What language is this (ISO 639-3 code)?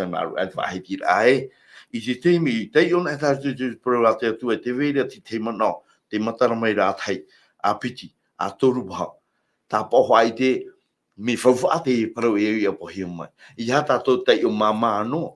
tah